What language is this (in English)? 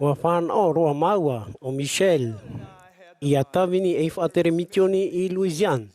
Tahitian